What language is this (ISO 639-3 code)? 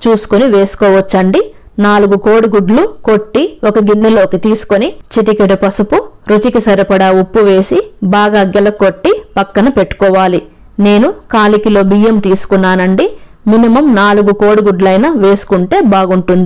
tel